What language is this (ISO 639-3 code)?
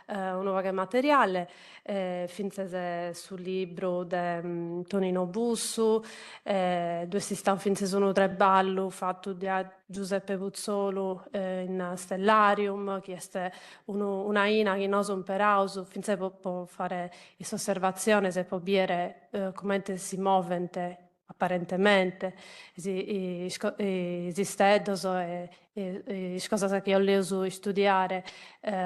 srd